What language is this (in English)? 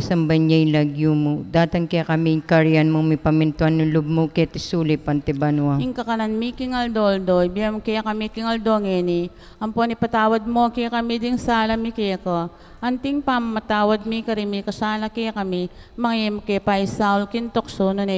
Pampanga